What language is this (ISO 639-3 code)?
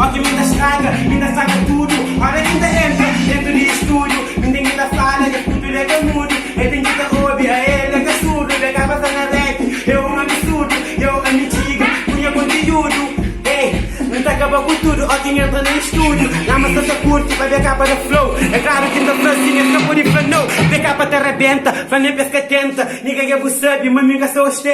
kea